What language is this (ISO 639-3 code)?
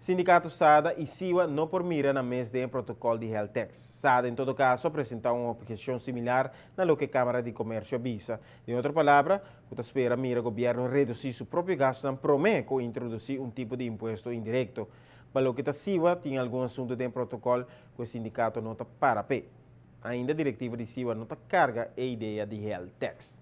pap